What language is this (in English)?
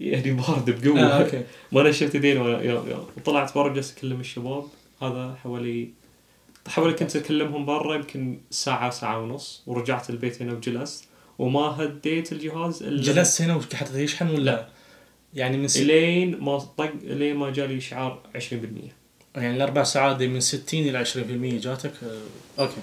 Najdi Arabic